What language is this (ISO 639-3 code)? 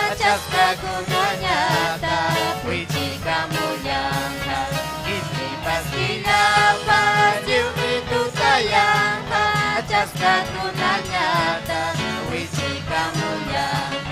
quy